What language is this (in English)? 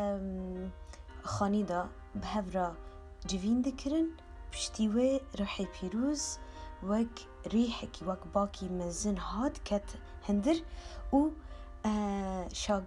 Kurdish